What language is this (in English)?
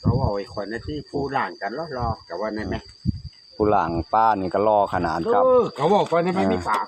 Northeastern Thai